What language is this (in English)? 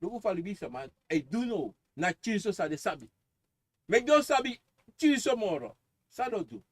Sranan Tongo